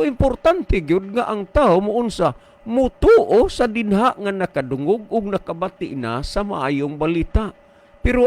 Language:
Cebuano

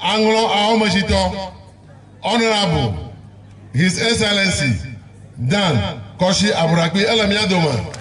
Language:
Ewe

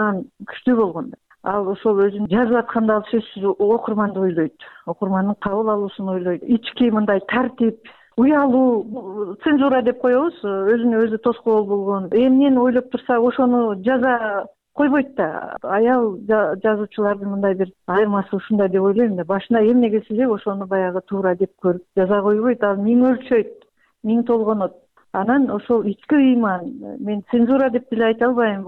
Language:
Kyrgyz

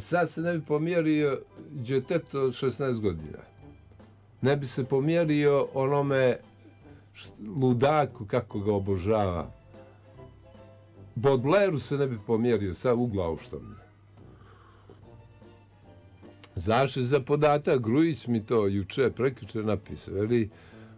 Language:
Bosnian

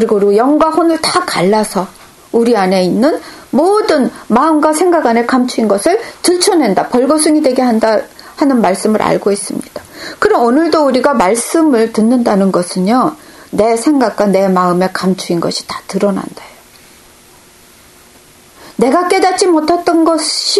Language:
Korean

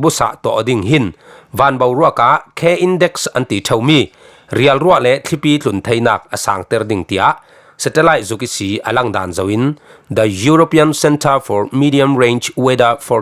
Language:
Falam Chin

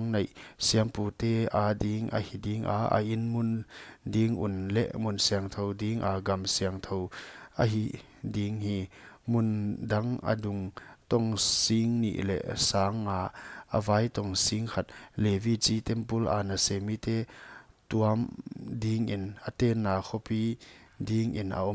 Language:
Paite Chin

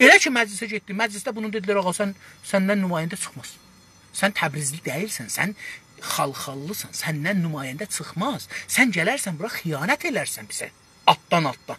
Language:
South Azerbaijani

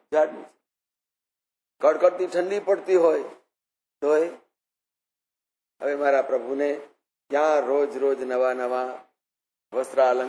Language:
Gujarati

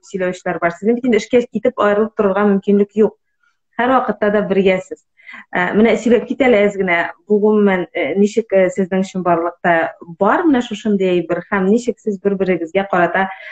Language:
Tatar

